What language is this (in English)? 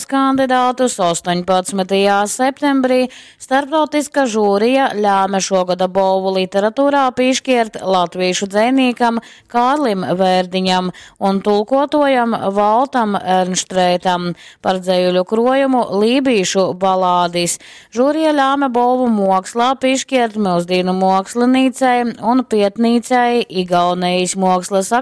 Latgalian